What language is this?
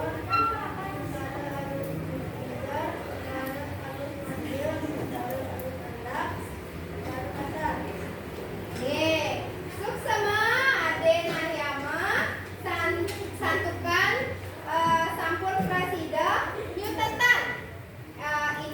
Balinese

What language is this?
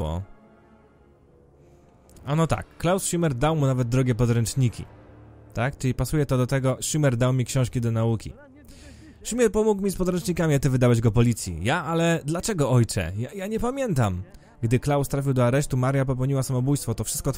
Polish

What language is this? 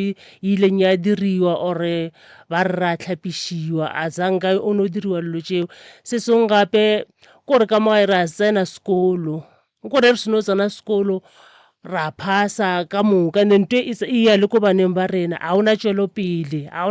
Northern Sotho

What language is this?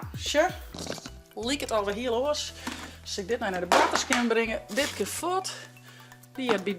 Western Frisian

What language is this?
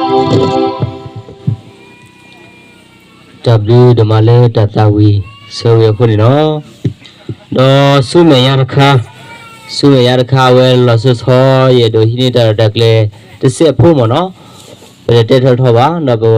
S'gaw Karen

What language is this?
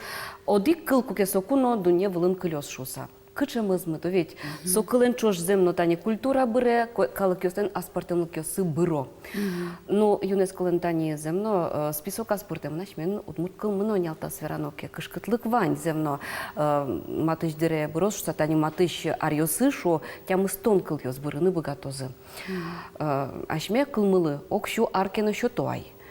Udmurt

